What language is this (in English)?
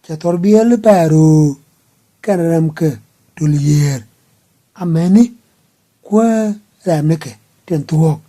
Nuer